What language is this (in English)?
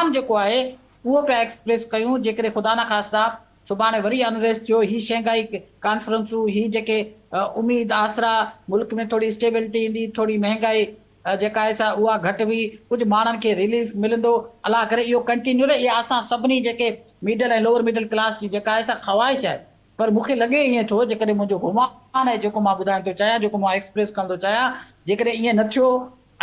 Sindhi